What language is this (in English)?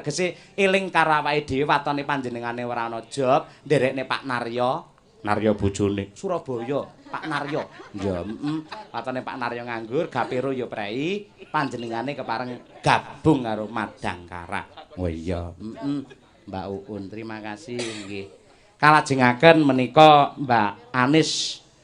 Javanese